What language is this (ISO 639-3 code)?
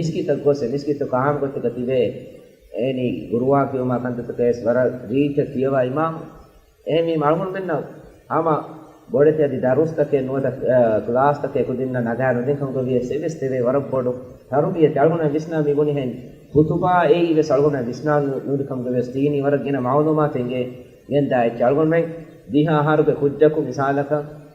div